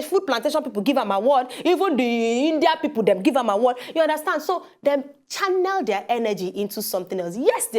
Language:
Nigerian Pidgin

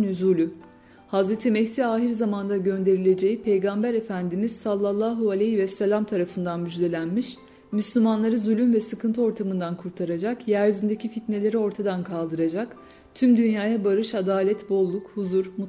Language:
Turkish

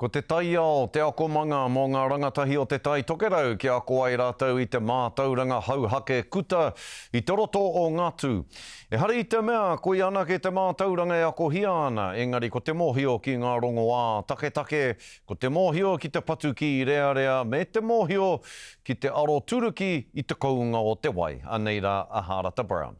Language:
Māori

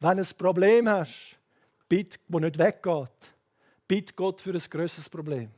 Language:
Swiss German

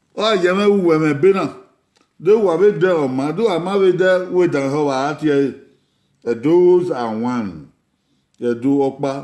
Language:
Bini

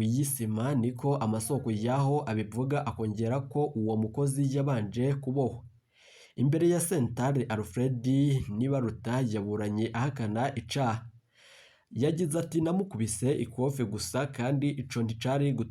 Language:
Rundi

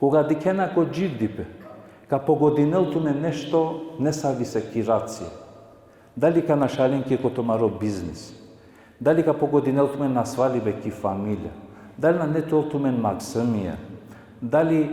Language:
Balkan Romani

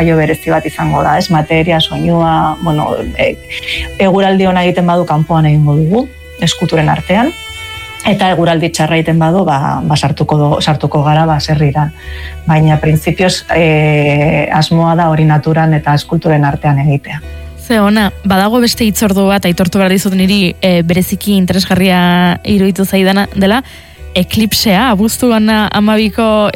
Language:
Basque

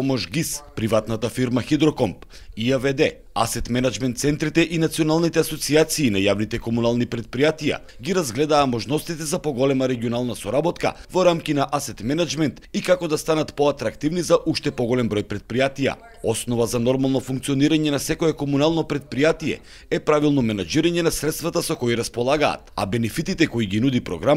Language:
Macedonian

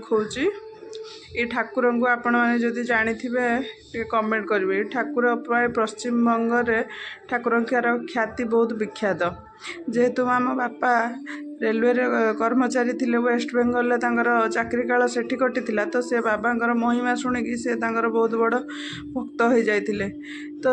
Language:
Odia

